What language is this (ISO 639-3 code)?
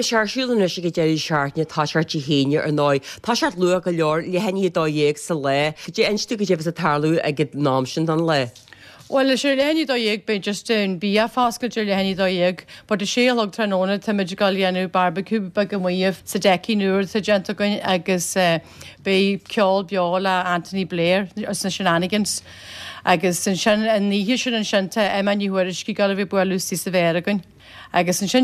gle